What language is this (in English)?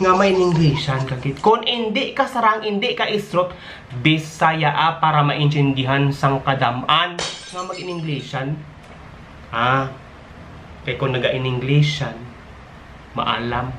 Hiligaynon